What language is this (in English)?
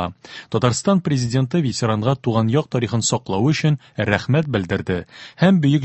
Tatar